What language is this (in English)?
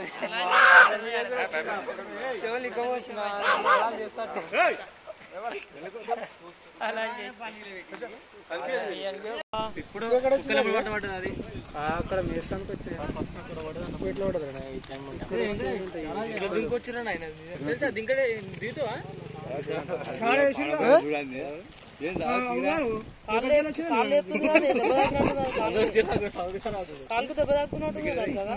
Telugu